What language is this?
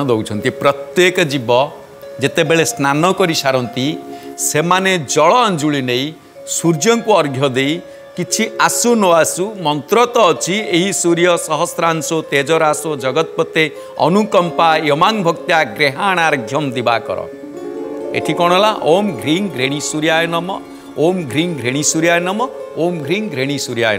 Odia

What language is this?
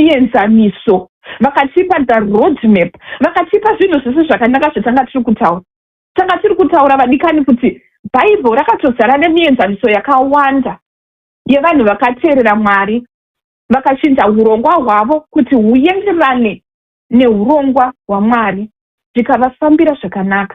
Shona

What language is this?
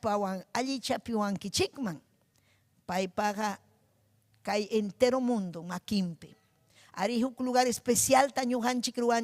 Ayacucho Quechua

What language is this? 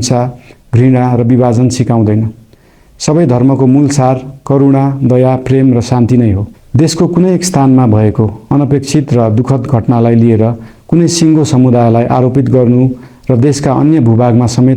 Nepali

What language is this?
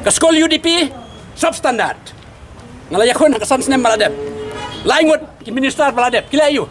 Khasi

